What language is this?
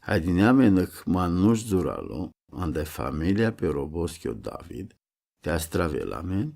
Romany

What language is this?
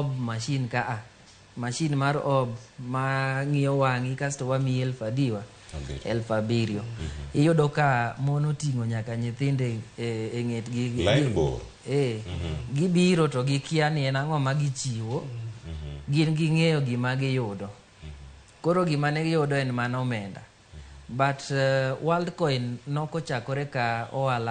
Luo (Kenya and Tanzania)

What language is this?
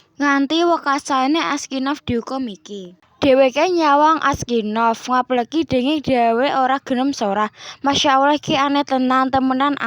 Javanese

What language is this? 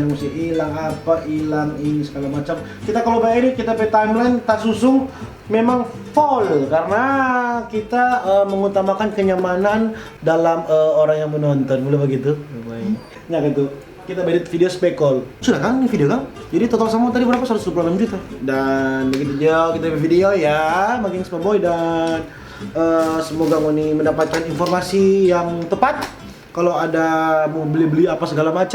Manado Malay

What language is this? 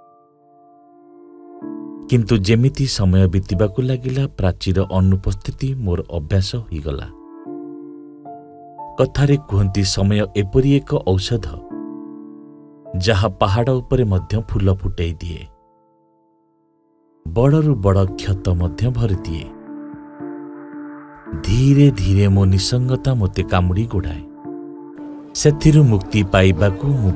Odia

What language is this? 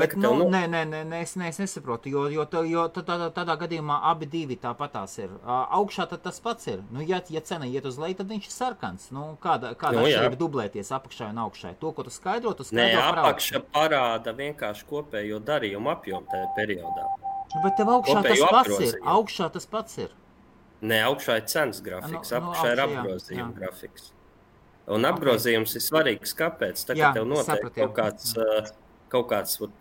Latvian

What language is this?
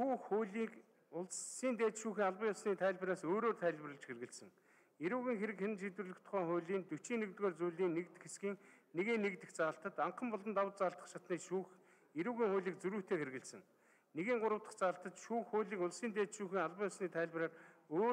Mongolian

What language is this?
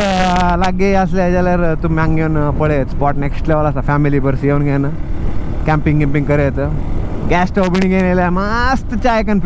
Konkani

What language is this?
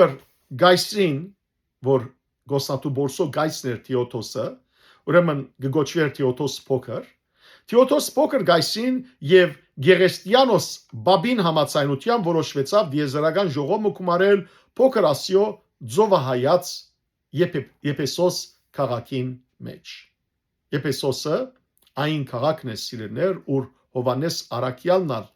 Western Armenian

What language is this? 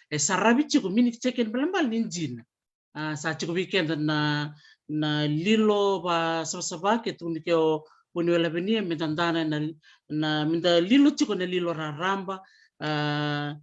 Fijian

